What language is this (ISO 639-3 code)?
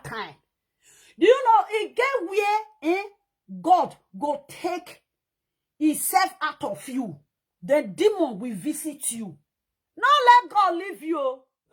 pcm